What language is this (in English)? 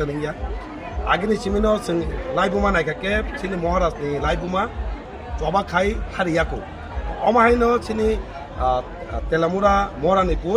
Kok Borok